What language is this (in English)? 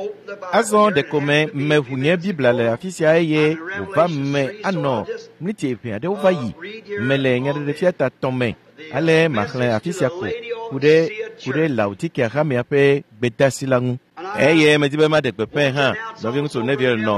Ewe